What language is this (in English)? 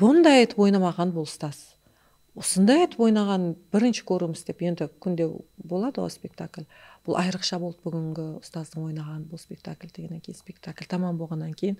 Kara-Kalpak